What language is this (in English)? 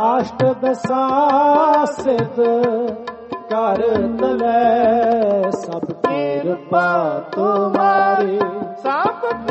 Hindi